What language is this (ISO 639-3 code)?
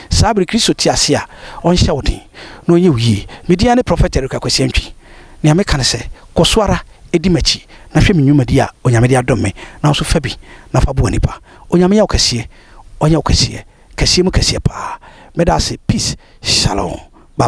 aka